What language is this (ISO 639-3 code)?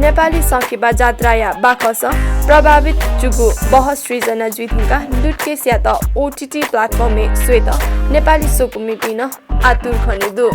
new